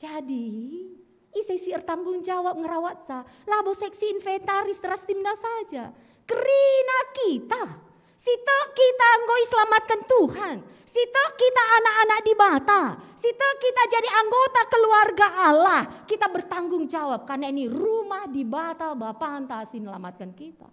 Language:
Batak Karo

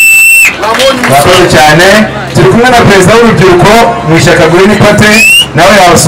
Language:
Kinyarwanda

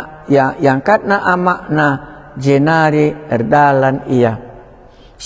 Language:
Batak Karo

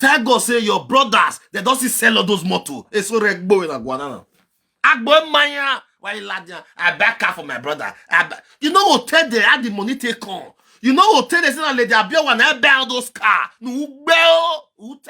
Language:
Nigerian Pidgin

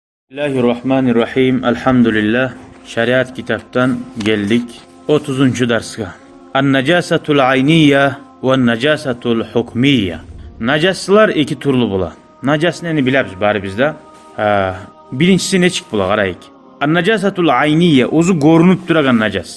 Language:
Kumyk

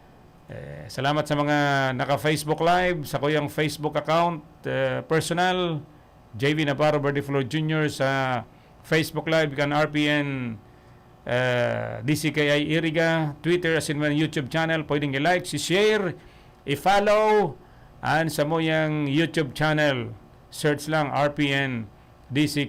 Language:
Bikol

